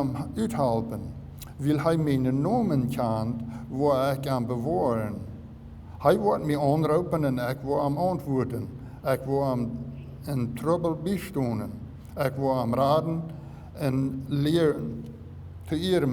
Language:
Plautdietsch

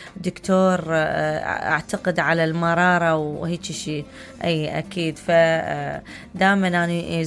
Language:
Mesopotamian Arabic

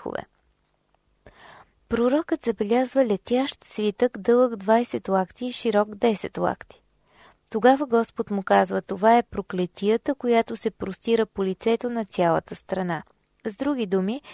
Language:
Bulgarian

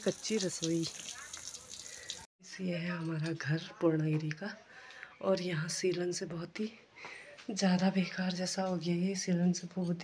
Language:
Hindi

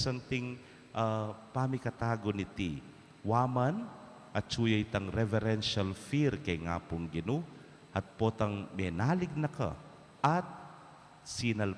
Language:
Pampanga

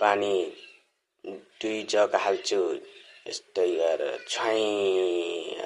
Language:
Nepali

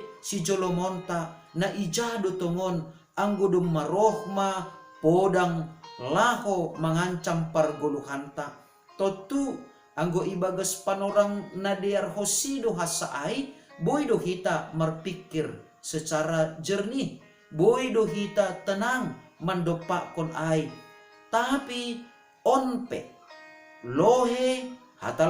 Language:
Batak Simalungun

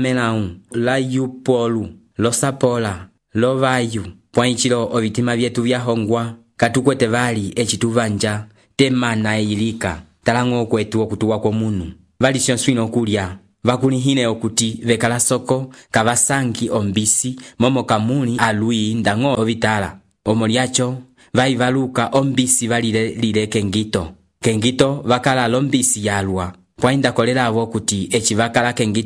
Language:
Umbundu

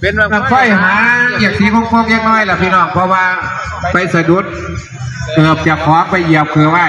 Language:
Northeastern Thai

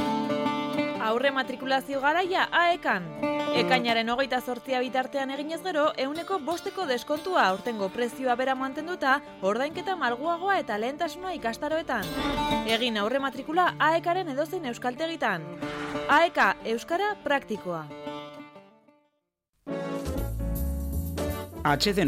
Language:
Basque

